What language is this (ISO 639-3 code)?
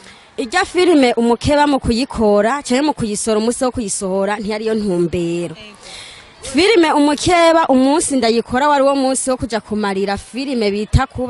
run